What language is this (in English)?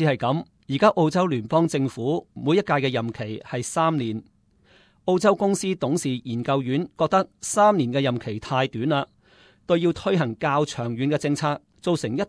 Cantonese